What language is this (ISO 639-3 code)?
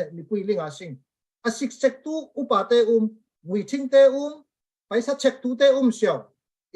cfm